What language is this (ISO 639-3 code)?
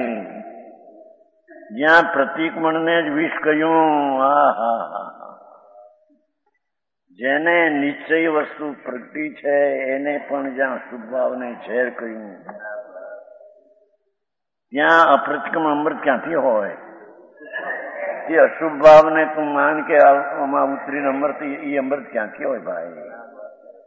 guj